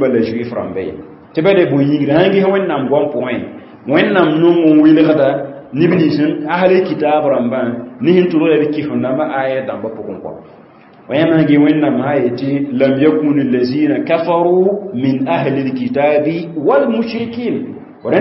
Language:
Mossi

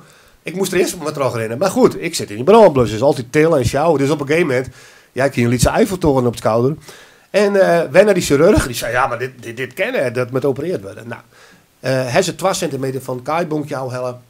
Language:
Western Frisian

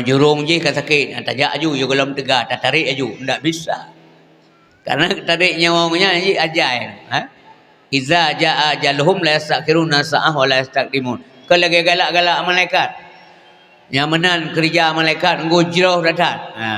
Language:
Achinese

